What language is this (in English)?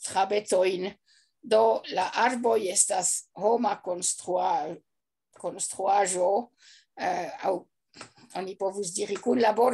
Esperanto